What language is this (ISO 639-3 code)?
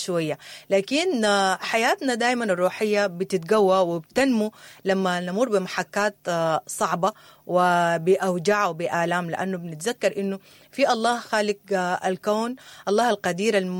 apd